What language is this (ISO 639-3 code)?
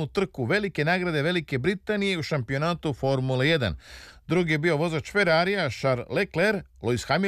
srp